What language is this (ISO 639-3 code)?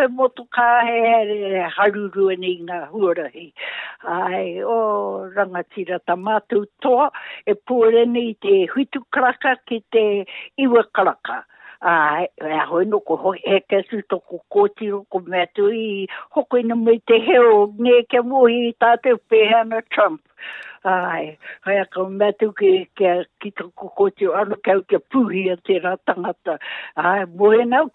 mri